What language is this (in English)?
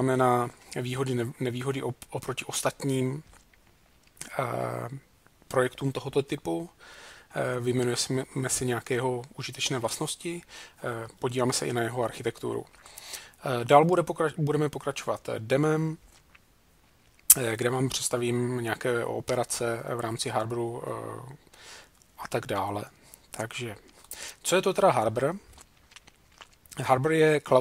Czech